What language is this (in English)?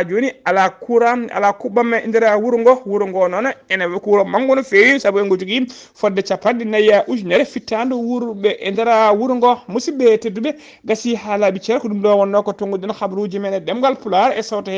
Fula